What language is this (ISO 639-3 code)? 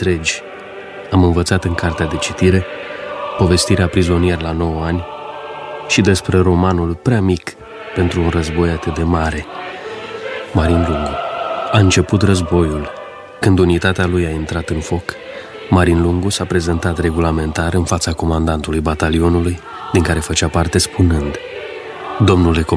ron